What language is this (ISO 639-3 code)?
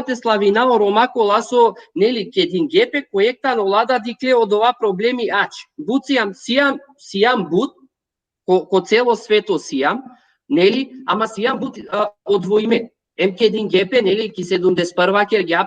rmn